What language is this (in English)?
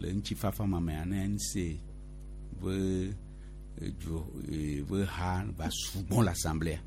Gen